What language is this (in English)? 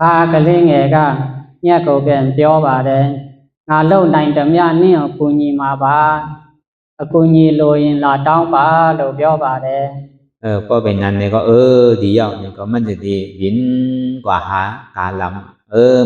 Shan